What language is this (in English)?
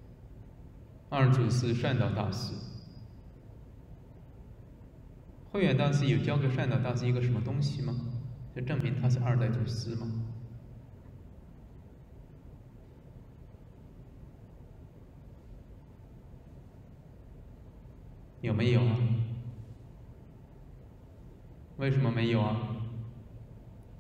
Chinese